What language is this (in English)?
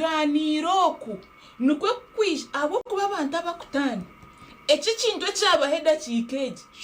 Nyankole